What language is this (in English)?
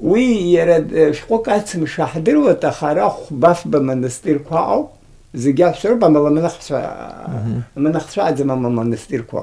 Abkhazian